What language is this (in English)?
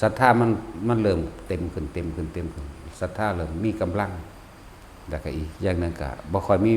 Northeastern Thai